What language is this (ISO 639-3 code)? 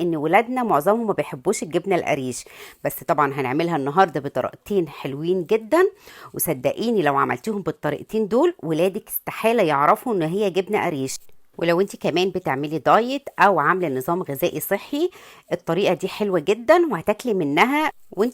arz